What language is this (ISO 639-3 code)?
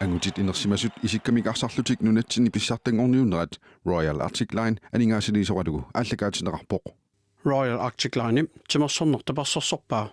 kal